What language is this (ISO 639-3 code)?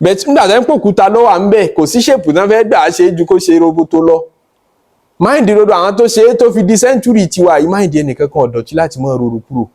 yor